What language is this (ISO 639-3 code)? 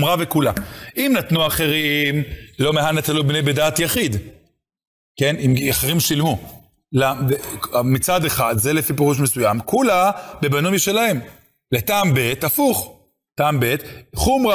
heb